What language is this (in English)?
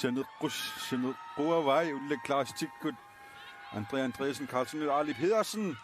Kalaallisut